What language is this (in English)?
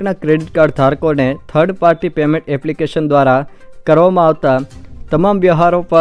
Gujarati